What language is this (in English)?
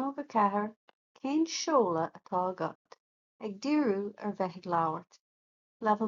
Irish